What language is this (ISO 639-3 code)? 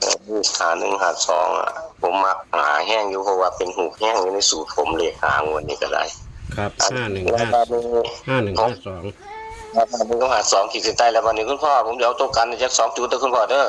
tts